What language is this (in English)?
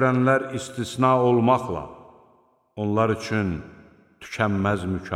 Azerbaijani